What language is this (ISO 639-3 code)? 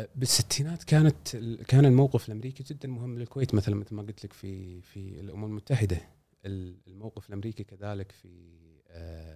afb